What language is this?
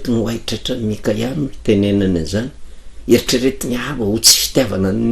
Malagasy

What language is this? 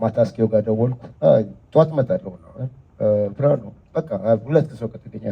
Amharic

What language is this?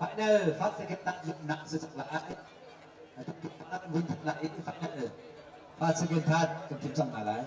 Hakha Chin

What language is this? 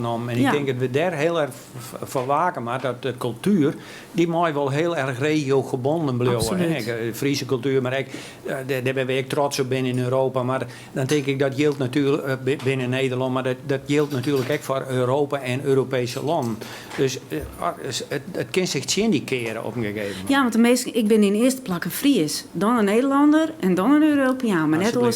Western Frisian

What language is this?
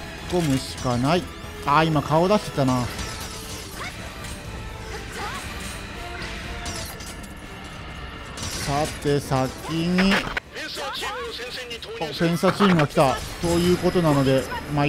Japanese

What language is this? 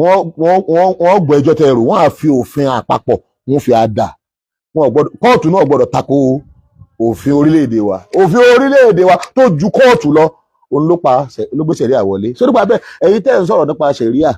Yoruba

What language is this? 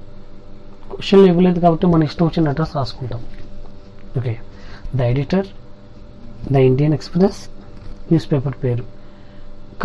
Telugu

